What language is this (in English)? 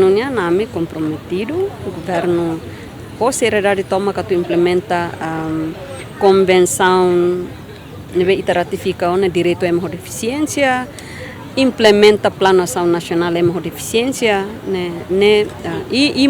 Tetum